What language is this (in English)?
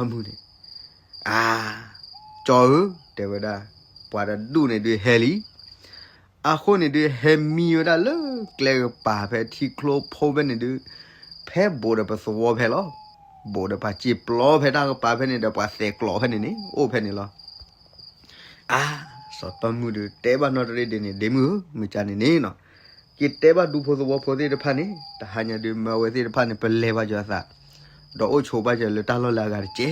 S'gaw Karen